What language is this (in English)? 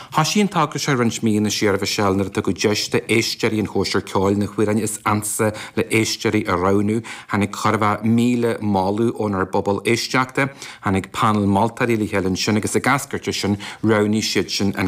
Irish